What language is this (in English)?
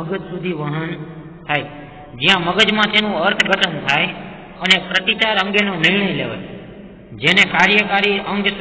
Gujarati